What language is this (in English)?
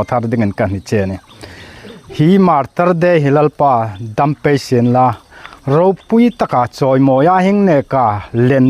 Hmar